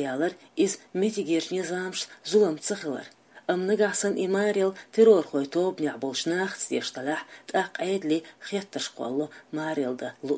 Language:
Chechen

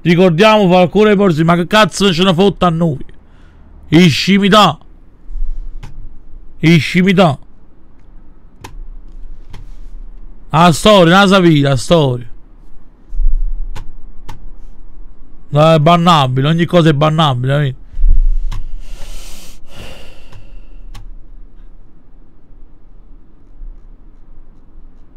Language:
Italian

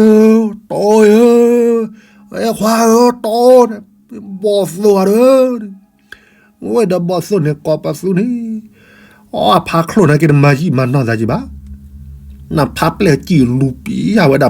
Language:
S'gaw Karen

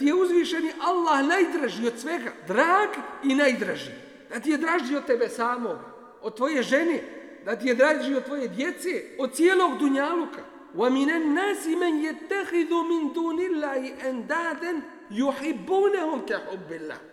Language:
Bosnian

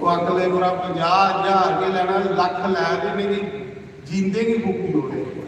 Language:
Dogri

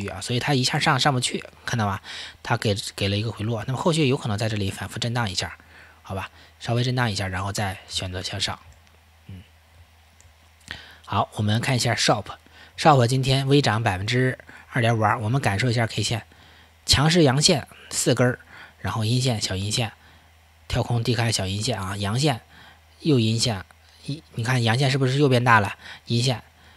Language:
Chinese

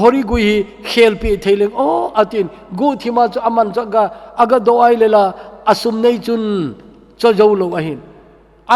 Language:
Thado Chin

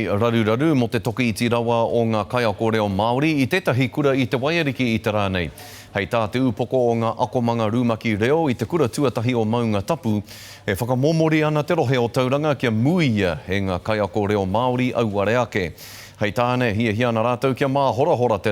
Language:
Māori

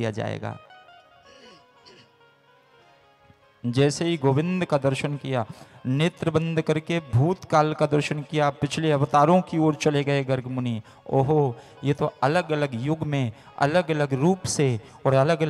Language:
Hindi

